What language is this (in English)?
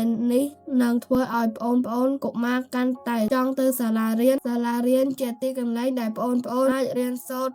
Khmer